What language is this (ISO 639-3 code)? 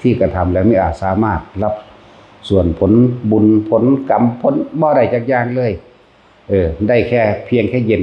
lao